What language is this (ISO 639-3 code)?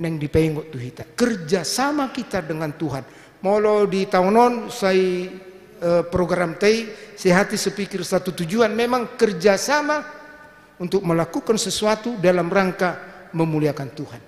bbc